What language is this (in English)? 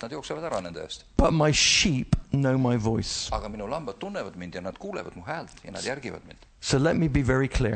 Estonian